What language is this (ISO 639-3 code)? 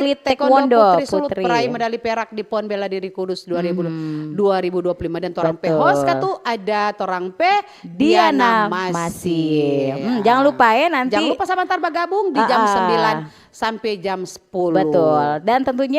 xmm